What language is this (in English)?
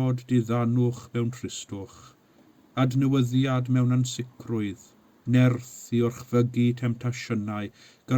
Welsh